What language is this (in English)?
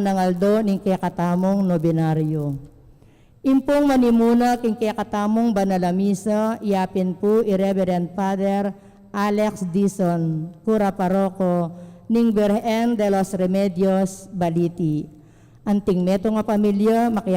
Pampanga